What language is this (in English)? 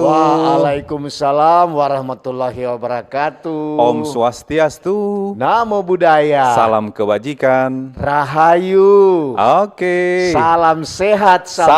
Manado Malay